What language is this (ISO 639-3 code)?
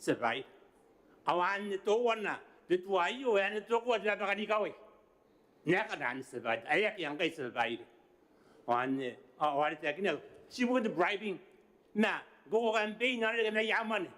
gil